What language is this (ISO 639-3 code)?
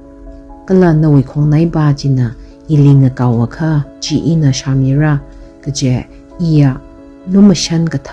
nmf